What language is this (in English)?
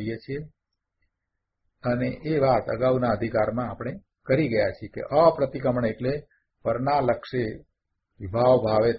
Gujarati